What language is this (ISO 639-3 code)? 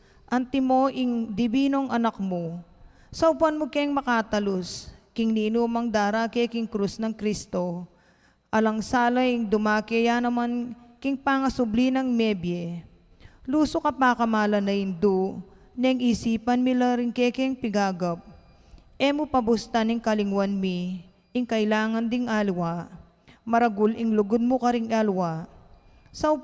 pam